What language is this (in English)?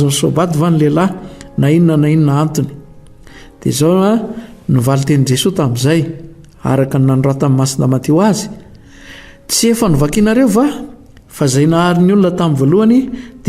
Malagasy